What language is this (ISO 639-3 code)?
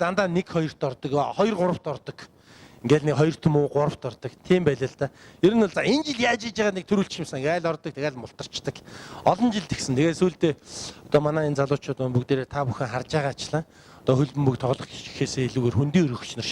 mon